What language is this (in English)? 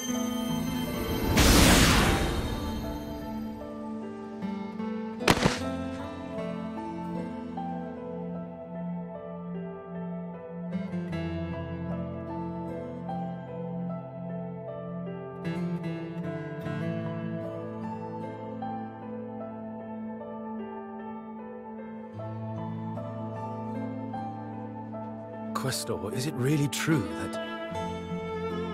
English